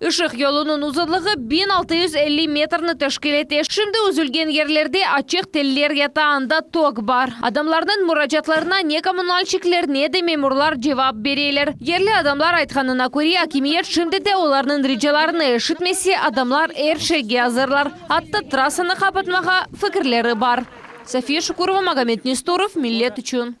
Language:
Crimean Tatar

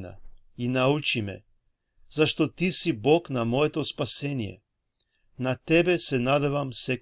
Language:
Balkan Romani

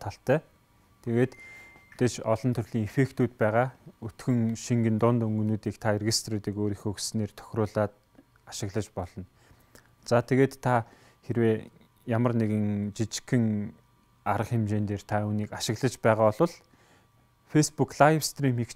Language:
Mongolian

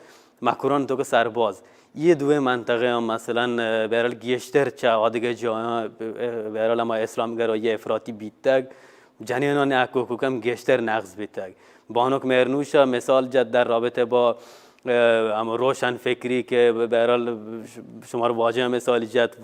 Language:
Baluchi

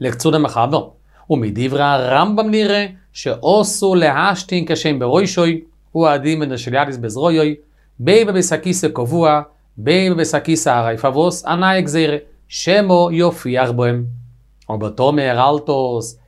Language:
Yiddish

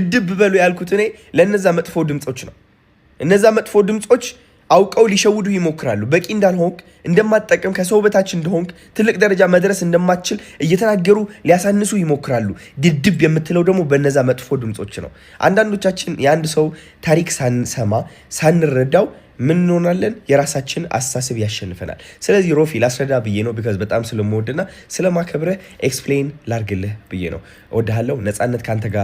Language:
Amharic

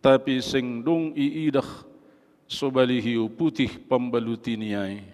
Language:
Batak Simalungun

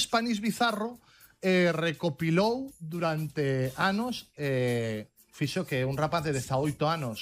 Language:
Galician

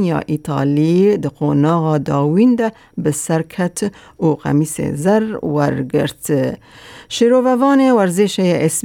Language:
Kurdish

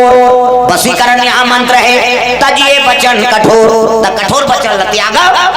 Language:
Chhattisgarhi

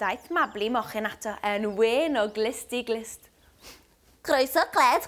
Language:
Welsh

